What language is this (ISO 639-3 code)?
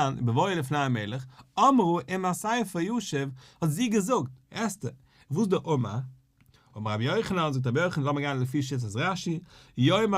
yid